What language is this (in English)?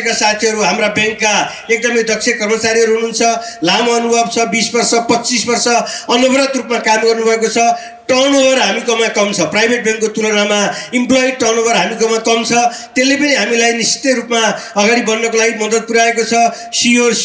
Nepali